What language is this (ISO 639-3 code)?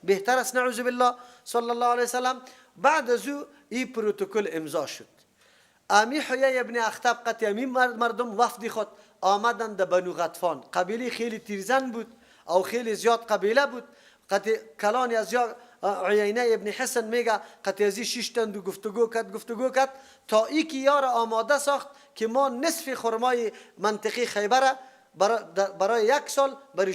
fas